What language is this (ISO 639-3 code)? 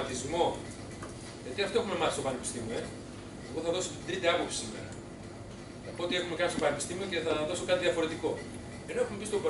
ell